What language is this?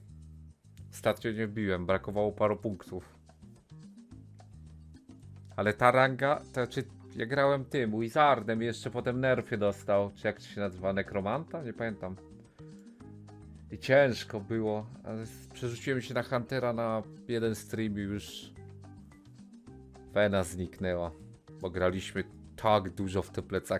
Polish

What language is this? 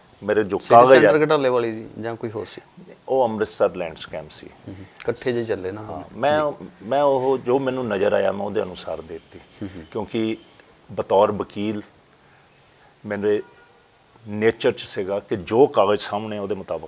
Punjabi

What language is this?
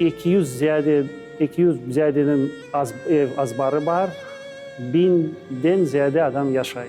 Crimean Tatar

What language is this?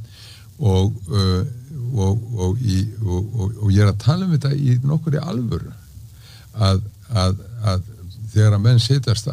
Icelandic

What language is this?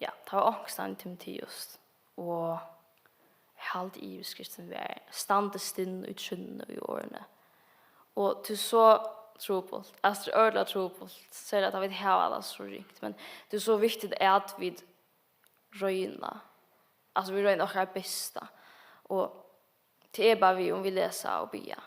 Faroese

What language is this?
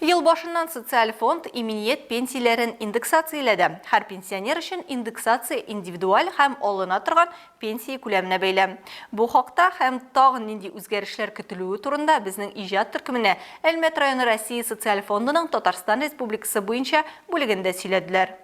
Tatar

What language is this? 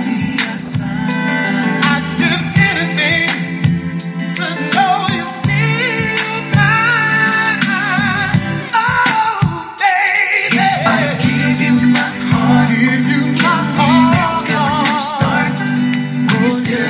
English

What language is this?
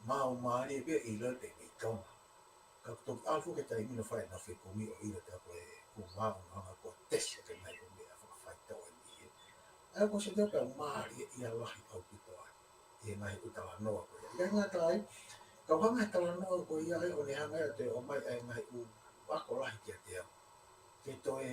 Tongan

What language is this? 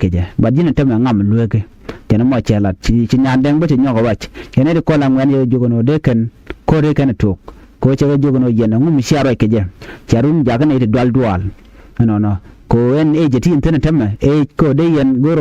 Nuer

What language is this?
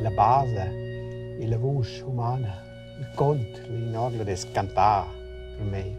Romansh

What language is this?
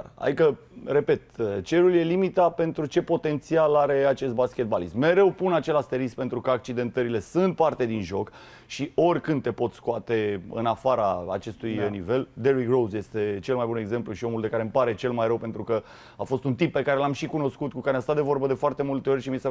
Romanian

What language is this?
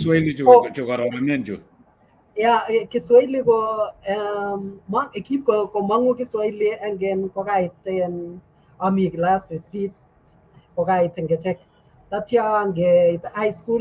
Kalenjin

